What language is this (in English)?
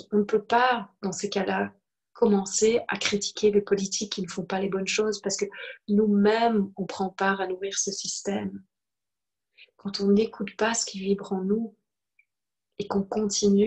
French